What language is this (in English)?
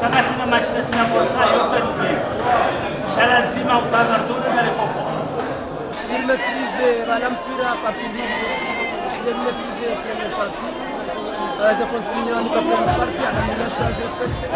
Ngazidja Comorian